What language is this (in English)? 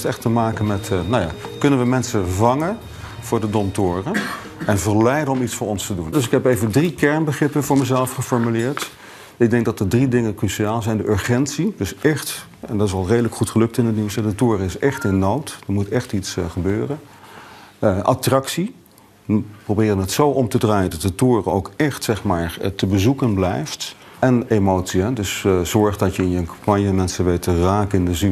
Dutch